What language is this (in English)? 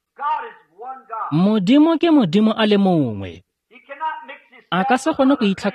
Tswana